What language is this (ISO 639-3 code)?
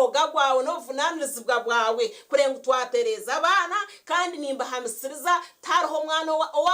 nyn